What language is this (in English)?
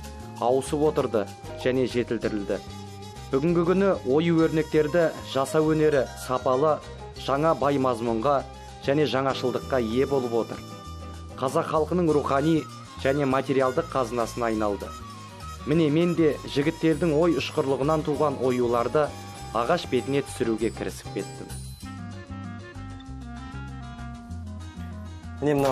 Kazakh